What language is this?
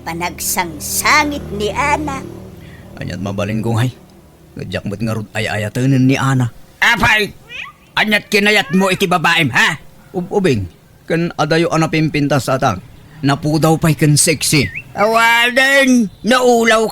Iloko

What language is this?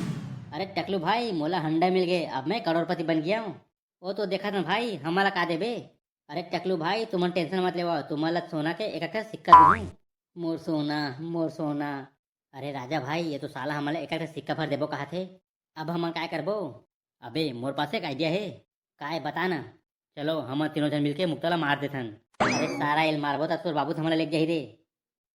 Chhattisgarhi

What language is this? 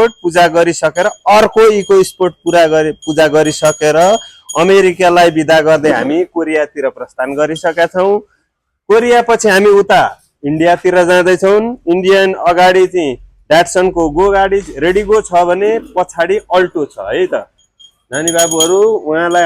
Nepali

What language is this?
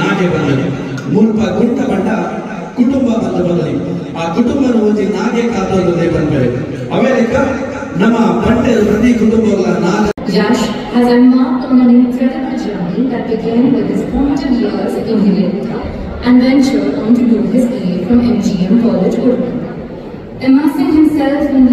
Tulu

